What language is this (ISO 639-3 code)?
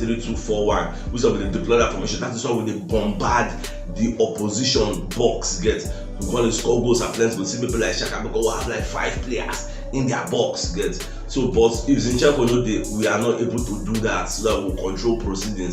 pcm